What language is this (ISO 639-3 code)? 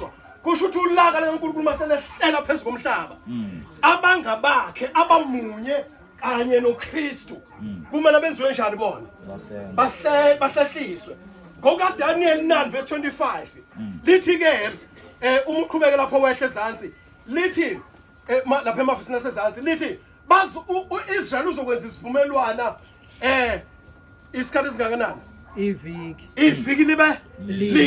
zul